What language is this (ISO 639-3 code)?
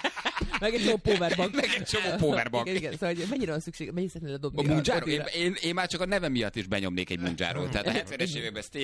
hun